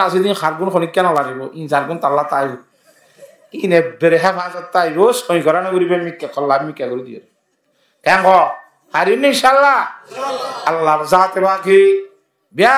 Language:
Rohingya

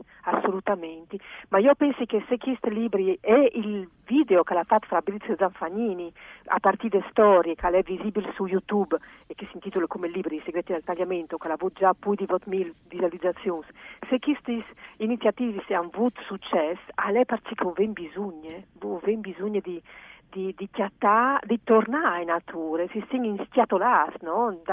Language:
Friulian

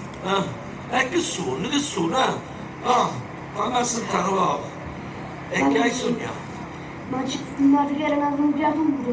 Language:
Neapolitan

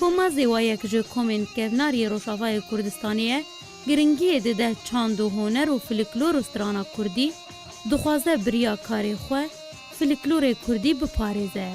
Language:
Kurdish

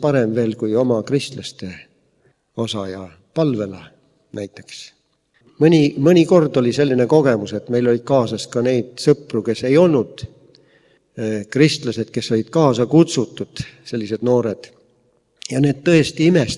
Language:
Estonian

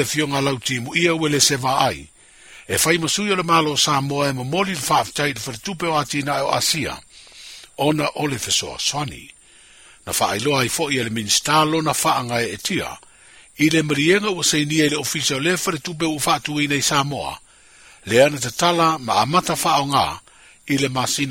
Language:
Samoan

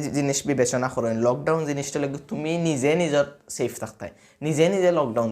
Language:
Sylheti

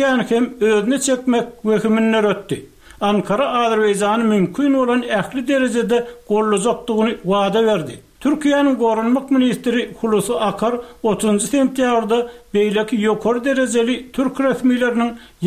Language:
Turkmen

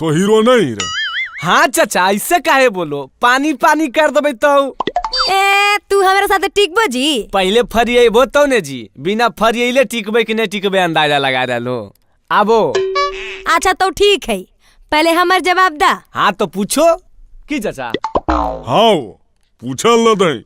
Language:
Magahi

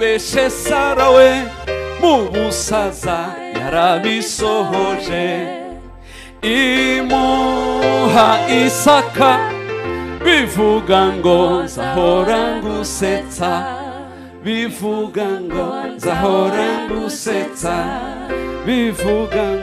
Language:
Kinyarwanda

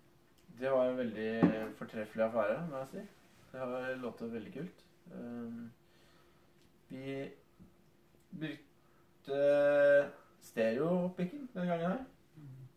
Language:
Norwegian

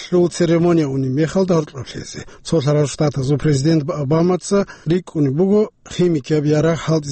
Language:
Avaric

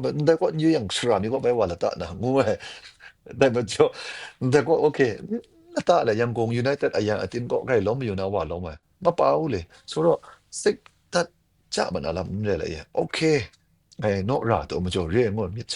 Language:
Kachin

